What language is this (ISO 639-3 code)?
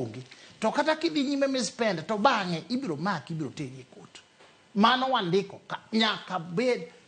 luo